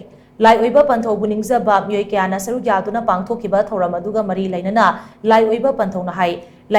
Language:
Manipuri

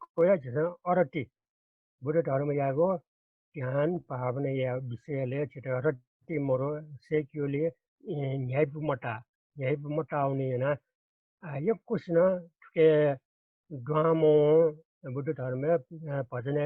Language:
Newari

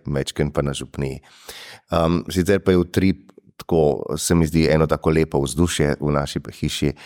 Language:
Slovenian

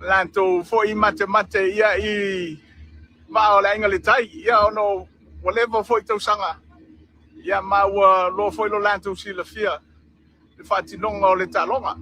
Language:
Samoan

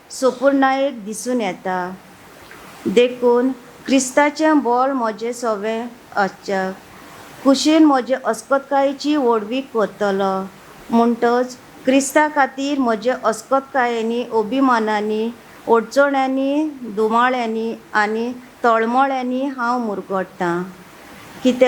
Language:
Konkani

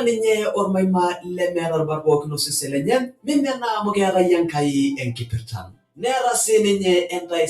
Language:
Masai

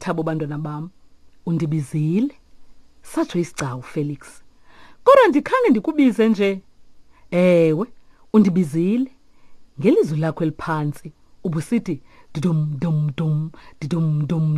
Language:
Xhosa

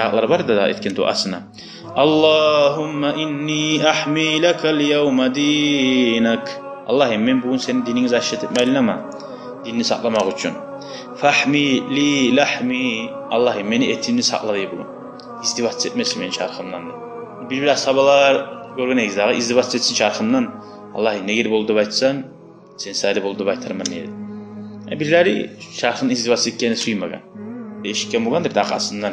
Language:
Kumyk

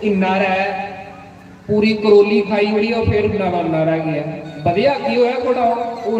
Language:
Dogri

